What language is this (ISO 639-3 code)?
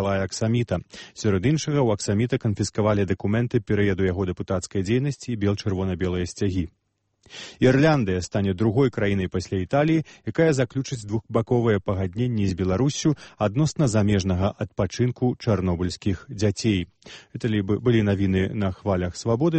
bel